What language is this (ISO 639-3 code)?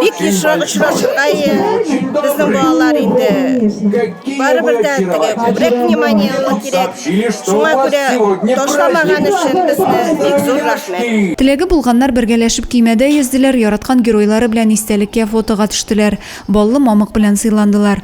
tat